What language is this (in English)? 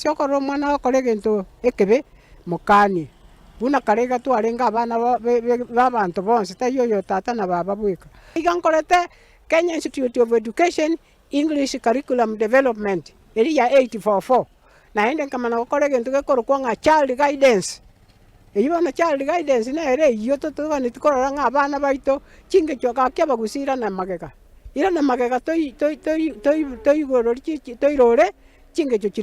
Gusii